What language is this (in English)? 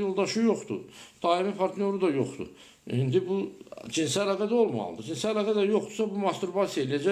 Azerbaijani